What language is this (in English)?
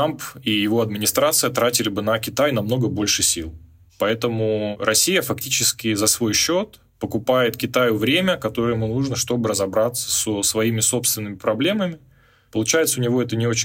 Russian